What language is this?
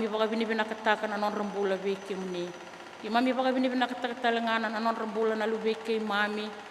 Fijian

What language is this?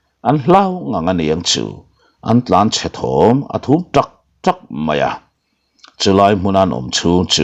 Mizo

